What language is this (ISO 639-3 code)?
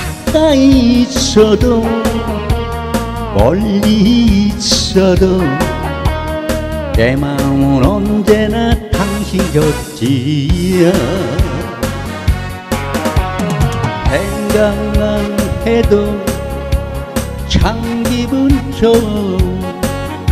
kor